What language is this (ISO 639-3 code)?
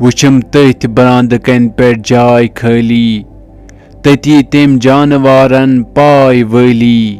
kas